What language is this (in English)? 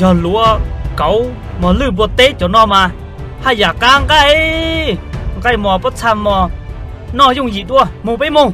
Hmong